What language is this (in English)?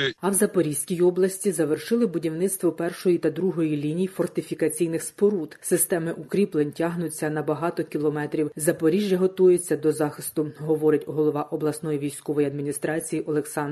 Ukrainian